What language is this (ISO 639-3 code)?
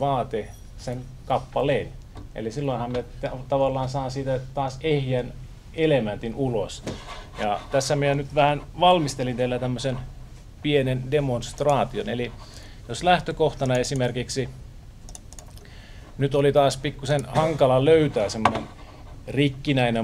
fin